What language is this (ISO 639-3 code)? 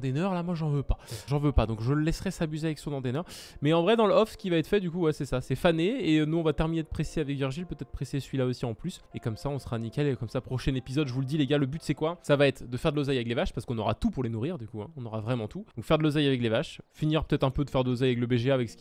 fra